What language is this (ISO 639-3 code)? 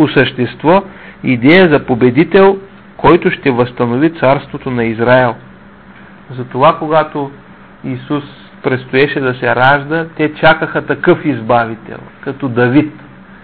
bul